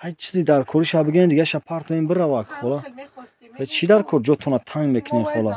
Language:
Tajik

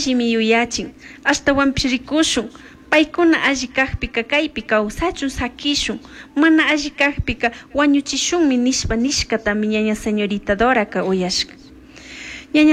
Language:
Chimborazo Highland Quichua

